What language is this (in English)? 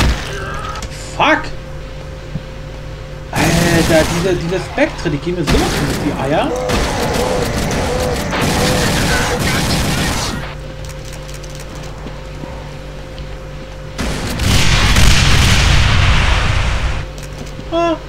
German